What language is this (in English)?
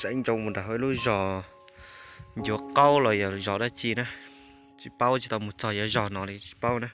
Hmong